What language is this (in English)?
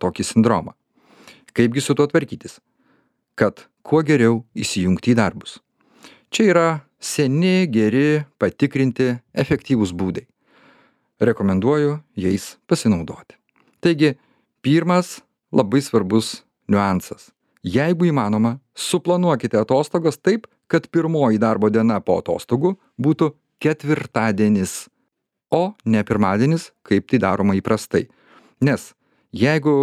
Lithuanian